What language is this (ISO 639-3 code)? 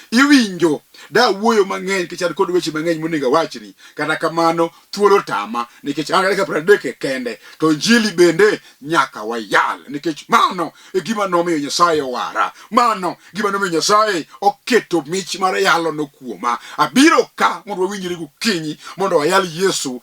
luo